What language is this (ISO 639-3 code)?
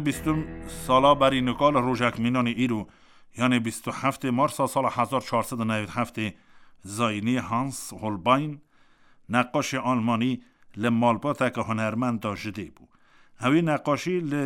kur